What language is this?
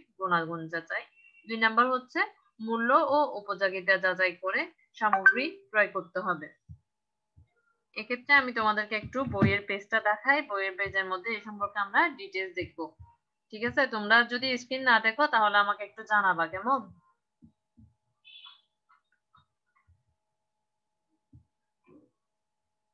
Bangla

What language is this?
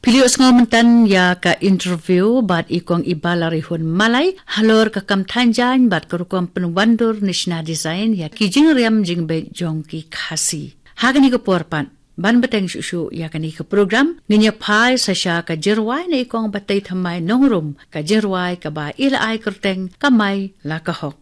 Khasi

